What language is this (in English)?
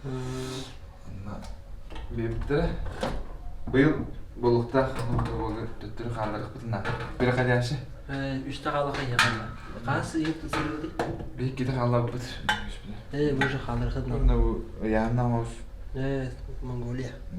Yakut